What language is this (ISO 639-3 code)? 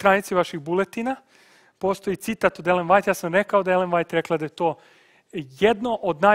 srp